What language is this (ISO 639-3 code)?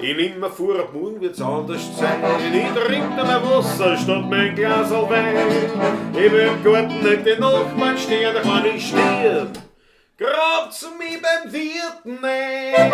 bar